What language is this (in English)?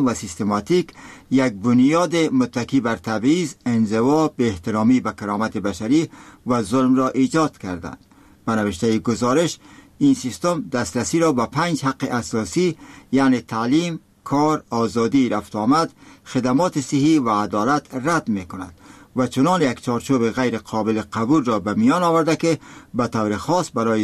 Persian